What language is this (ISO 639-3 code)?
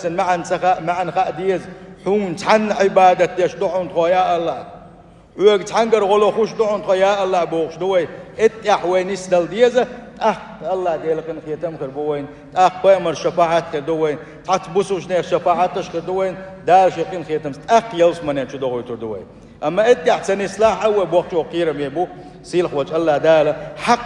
che